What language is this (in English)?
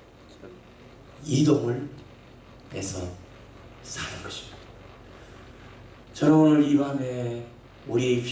Korean